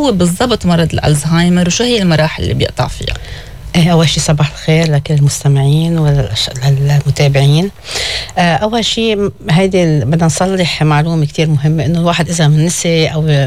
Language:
North Levantine Arabic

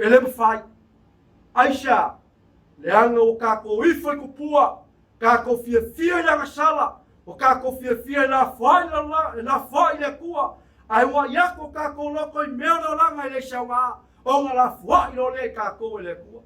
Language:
Samoan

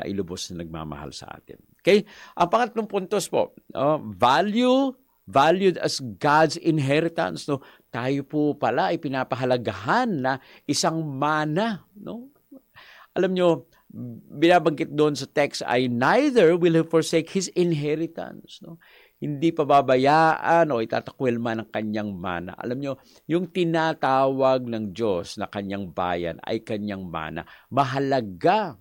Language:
Filipino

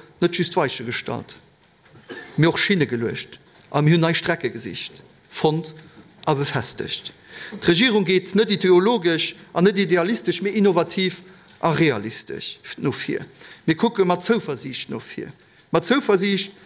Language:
Luxembourgish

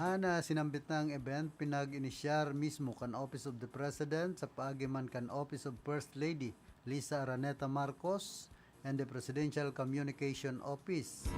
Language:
Bikol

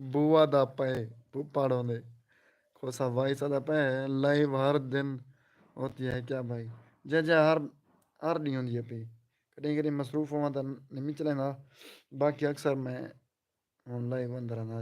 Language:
Saraiki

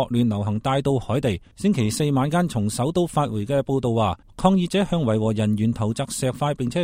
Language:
Cantonese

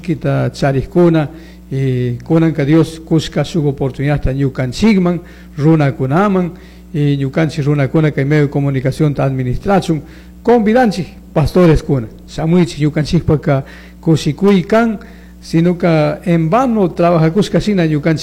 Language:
Chimborazo Highland Quichua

